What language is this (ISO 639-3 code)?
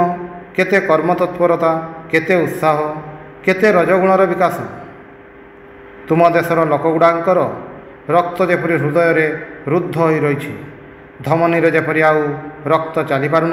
ori